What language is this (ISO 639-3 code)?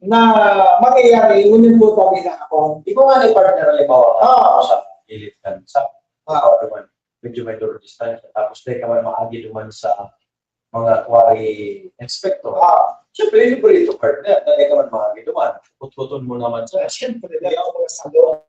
bik